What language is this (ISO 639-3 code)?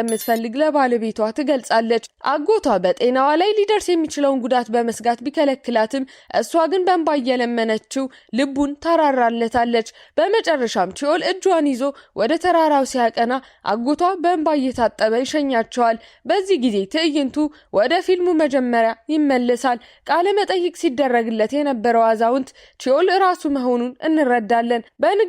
amh